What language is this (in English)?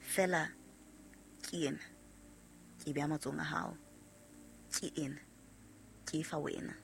Southern Sotho